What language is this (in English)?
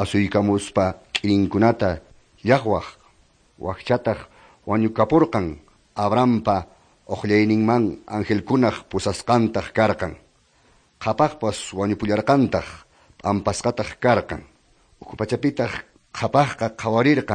Quechua